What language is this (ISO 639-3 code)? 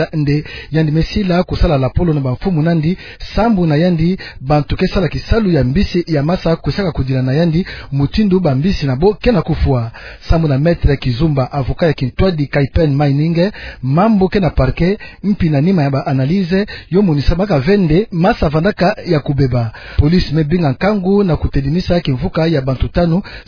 ktu